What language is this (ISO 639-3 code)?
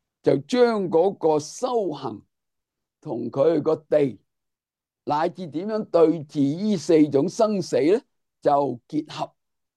yue